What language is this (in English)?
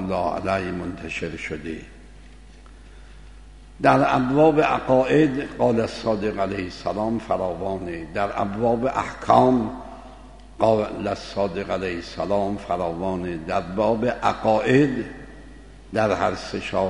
Persian